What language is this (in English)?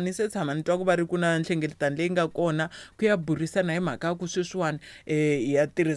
Tsonga